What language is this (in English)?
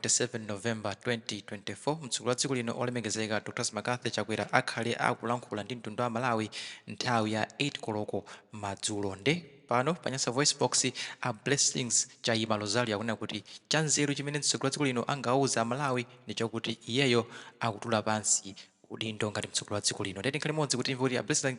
Nyanja